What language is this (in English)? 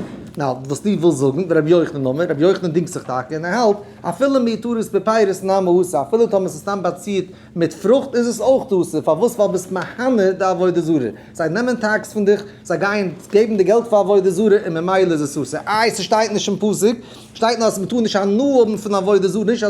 Yiddish